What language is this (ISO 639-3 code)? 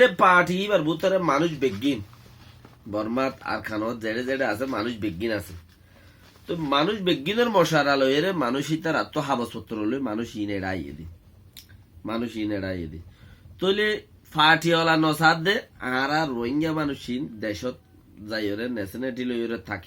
rhg